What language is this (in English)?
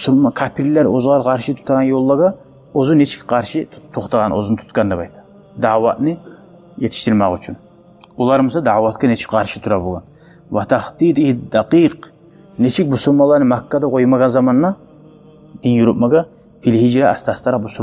Kumyk